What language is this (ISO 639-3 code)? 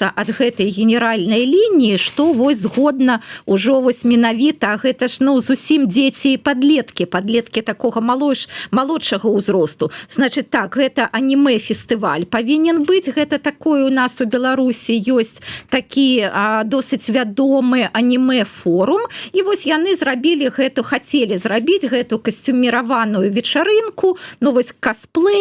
bel